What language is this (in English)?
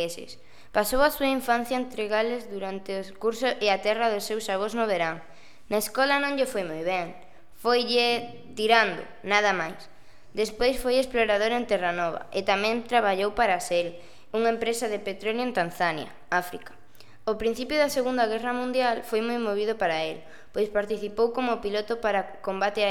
Galician